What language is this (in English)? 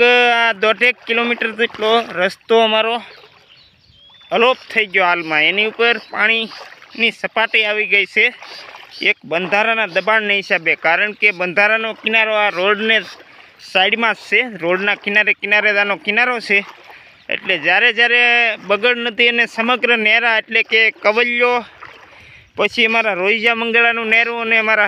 Gujarati